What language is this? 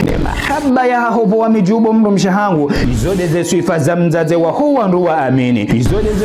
Ngazidja Comorian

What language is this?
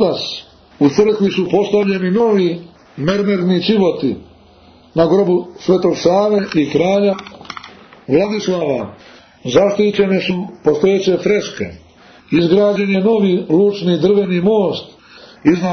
Serbian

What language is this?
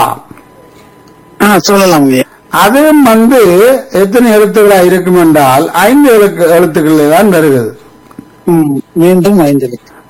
Tamil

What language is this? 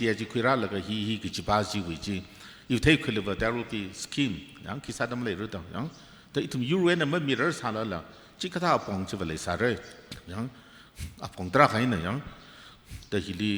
Tangkhul Naga (India)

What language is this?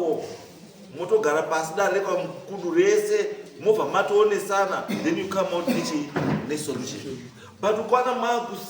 Shona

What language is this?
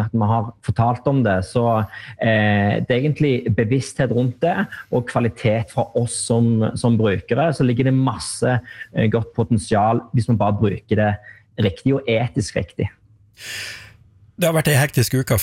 Norwegian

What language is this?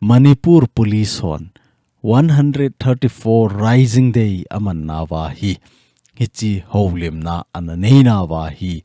Thado Chin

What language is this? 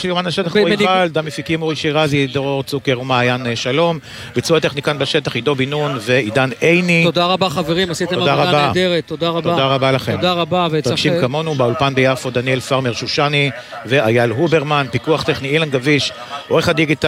Hebrew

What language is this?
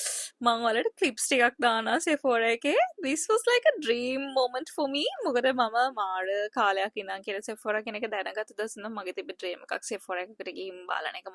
Sinhala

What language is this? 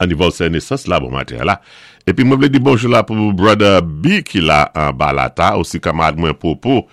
Saint Lucian Creole French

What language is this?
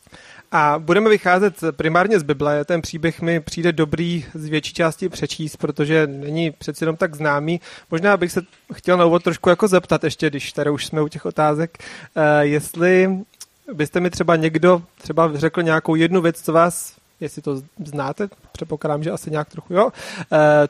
Czech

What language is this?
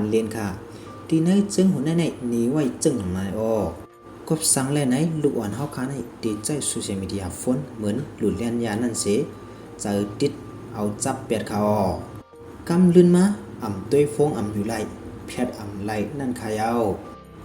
Shan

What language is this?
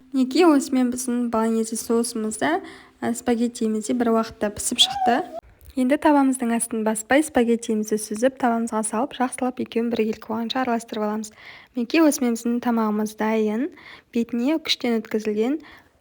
Kazakh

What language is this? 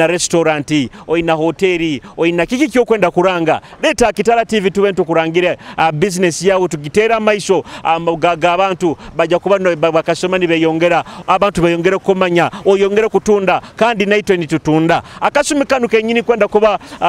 Nyoro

